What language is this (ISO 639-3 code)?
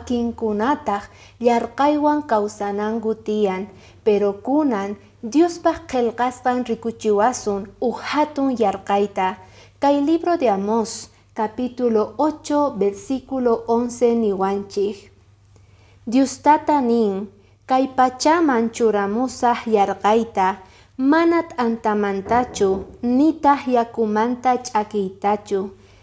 que